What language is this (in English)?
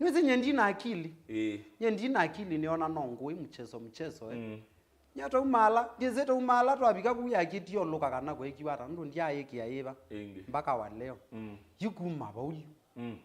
Kamba